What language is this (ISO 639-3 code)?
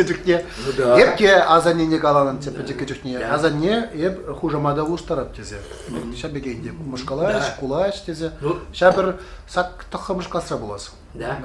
chv